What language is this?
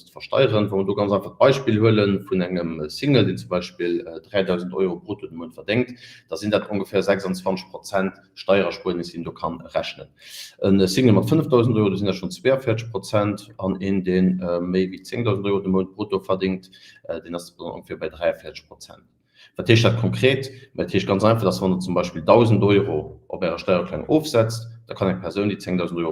Luxembourgish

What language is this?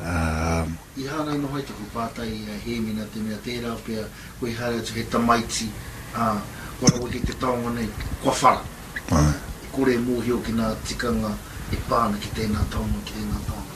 Māori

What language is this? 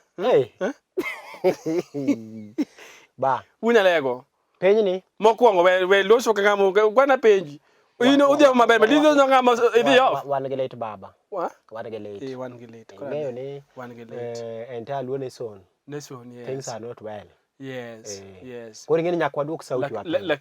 Luo (Kenya and Tanzania)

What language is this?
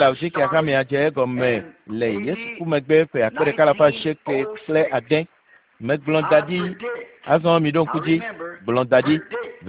Ewe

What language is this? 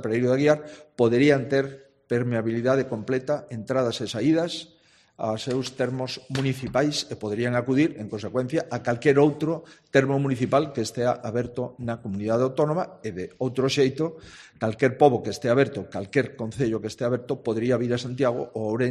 Galician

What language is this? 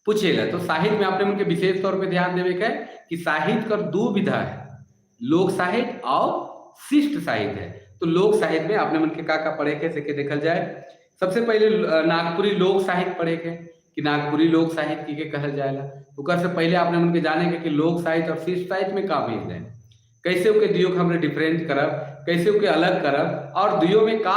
Sadri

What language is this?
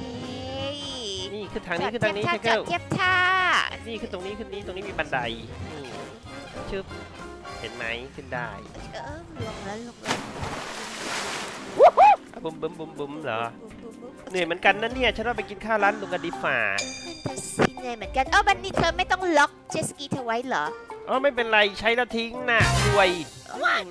Thai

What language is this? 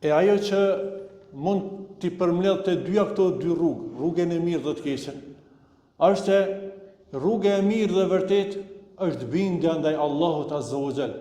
Albanian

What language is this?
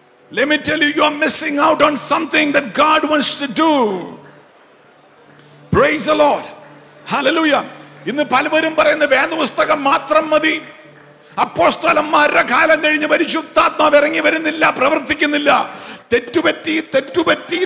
Malayalam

